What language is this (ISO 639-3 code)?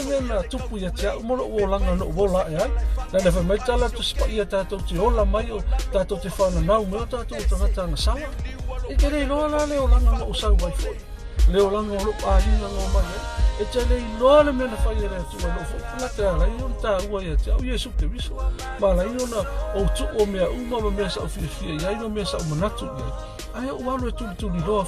smo